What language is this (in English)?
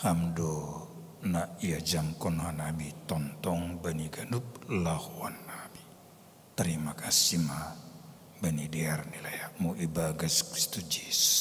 Batak Simalungun